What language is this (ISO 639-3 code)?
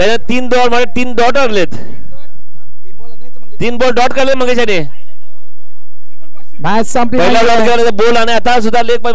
mar